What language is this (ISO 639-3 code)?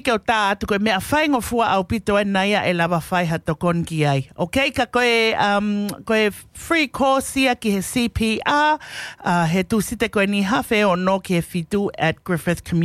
ton